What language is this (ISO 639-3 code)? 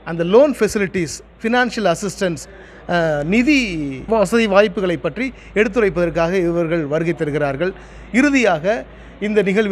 tam